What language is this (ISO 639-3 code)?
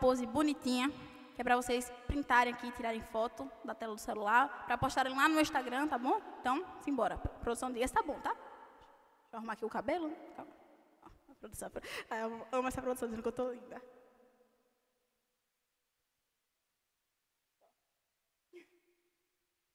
por